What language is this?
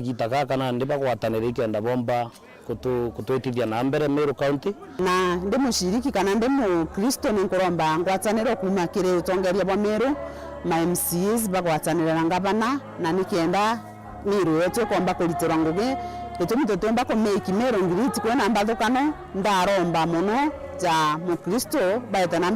Meru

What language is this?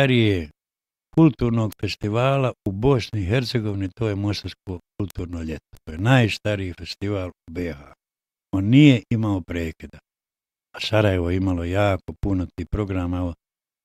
Bosnian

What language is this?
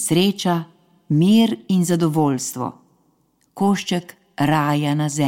Slovenian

